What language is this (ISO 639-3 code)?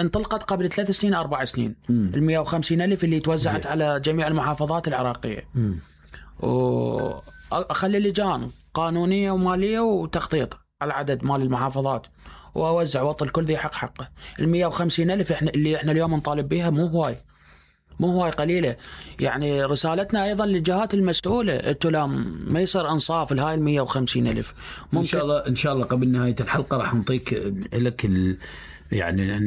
acm